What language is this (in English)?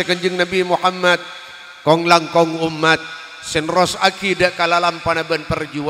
Madurese